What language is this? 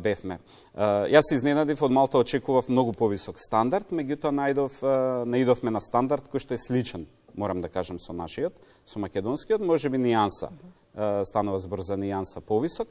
Macedonian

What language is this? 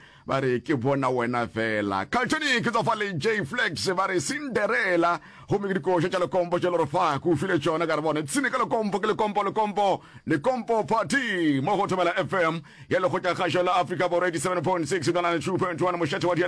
Northern Sotho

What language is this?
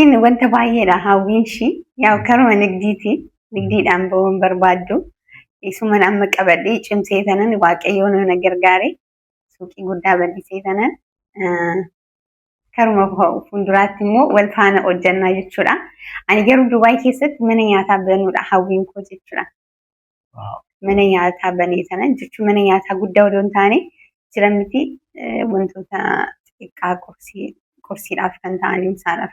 Oromo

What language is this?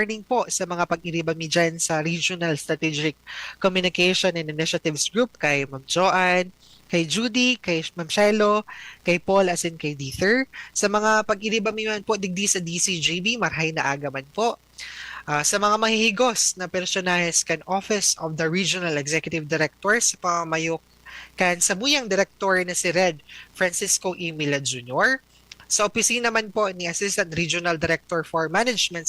Bikol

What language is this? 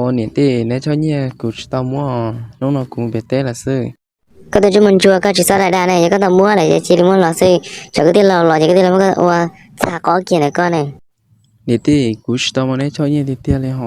Hmong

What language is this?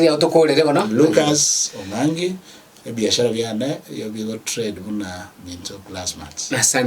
Gusii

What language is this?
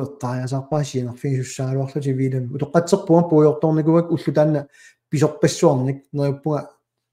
Kalaallisut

